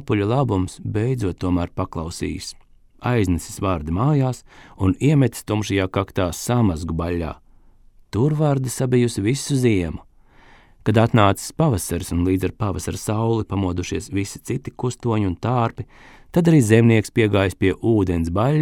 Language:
Latvian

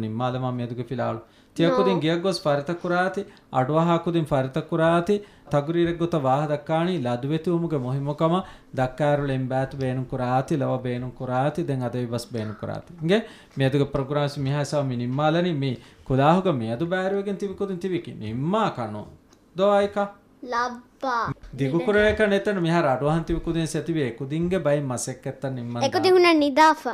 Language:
Divehi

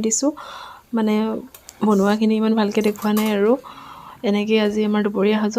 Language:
Assamese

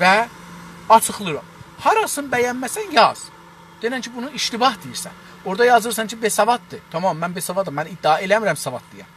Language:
South Azerbaijani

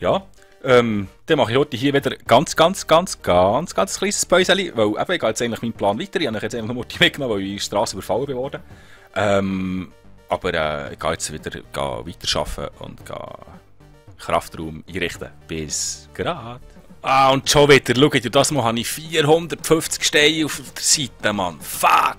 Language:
Swiss German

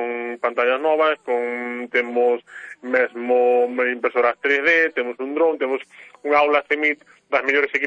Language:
Galician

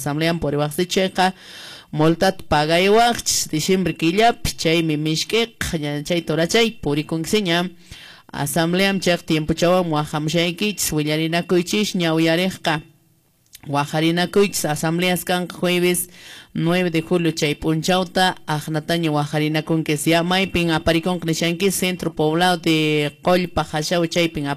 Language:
Quechua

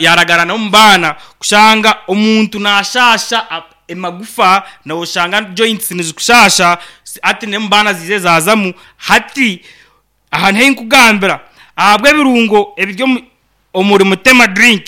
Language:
Nyankole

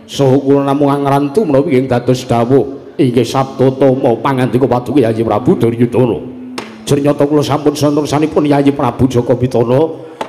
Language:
Javanese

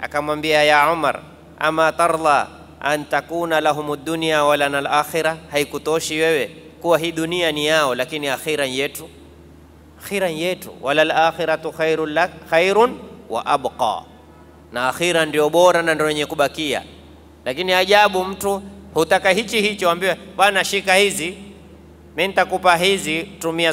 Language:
Swahili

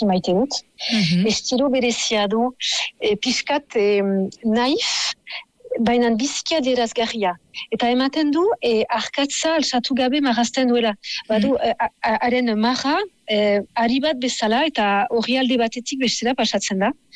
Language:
Basque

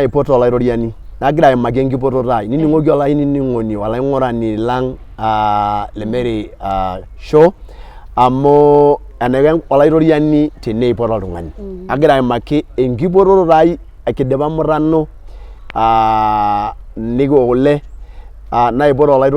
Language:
Masai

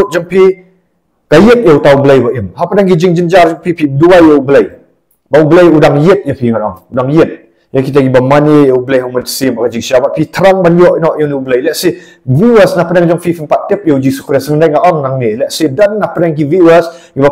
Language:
Khasi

